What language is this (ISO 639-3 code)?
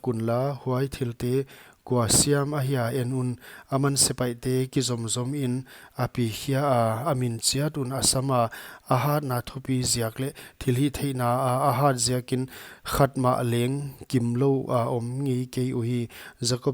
pck